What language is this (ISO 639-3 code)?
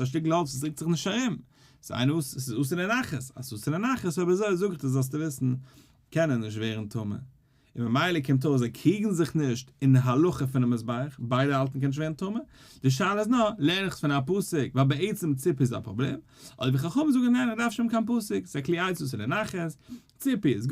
yid